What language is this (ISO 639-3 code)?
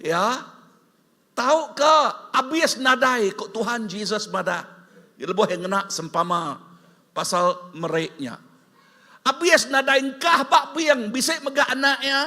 iba